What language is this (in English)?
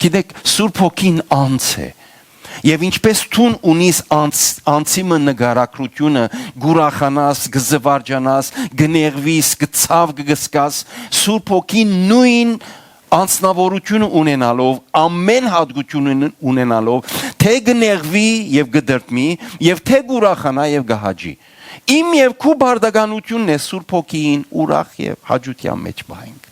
Western Armenian